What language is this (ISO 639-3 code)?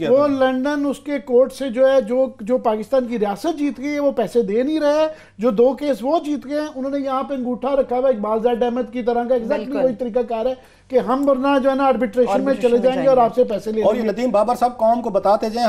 urd